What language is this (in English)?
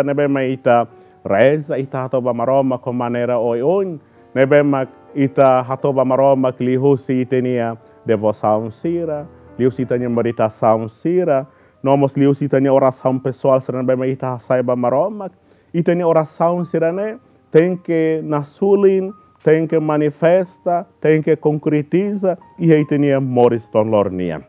Tetum